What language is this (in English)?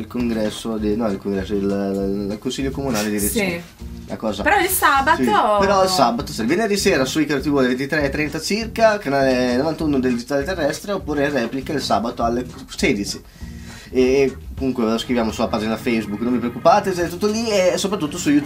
Italian